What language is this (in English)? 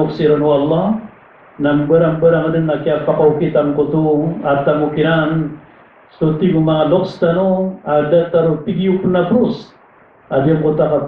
Maranao